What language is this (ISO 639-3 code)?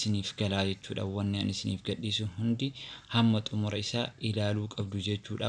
orm